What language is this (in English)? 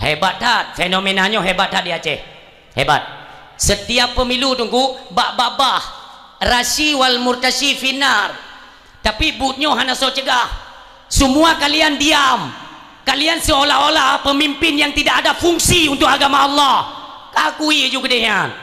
Achinese